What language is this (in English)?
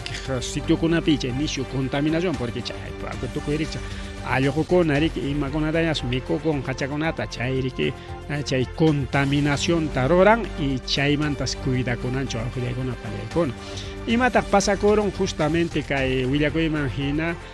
Ayacucho Quechua